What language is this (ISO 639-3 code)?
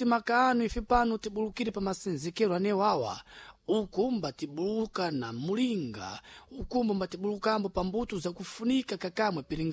seh